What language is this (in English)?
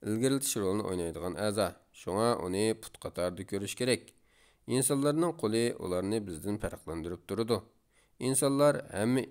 Uyghur